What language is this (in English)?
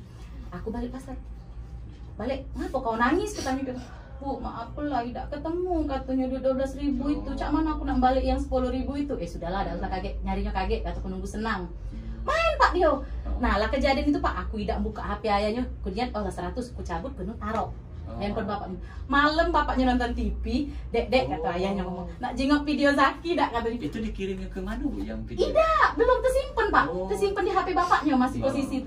Musi